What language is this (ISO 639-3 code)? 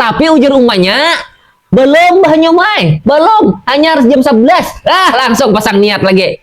bjn